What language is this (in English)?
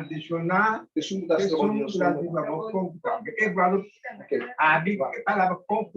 Papiamento